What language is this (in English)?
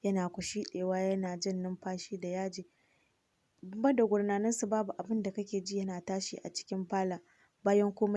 Hausa